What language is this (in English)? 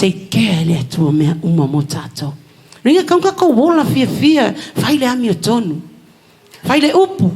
Samoan